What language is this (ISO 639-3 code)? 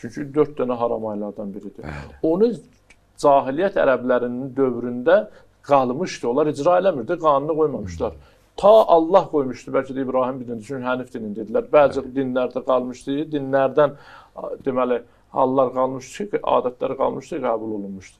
aze